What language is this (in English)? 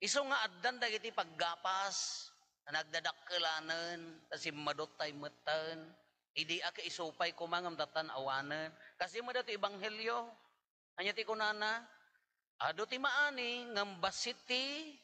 Iloko